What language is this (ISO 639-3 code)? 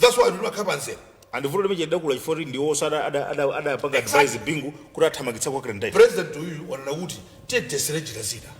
nya